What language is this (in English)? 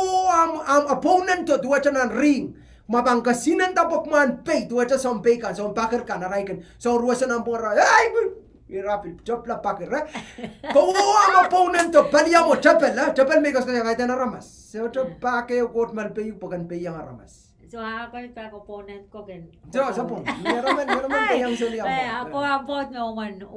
Pohnpeian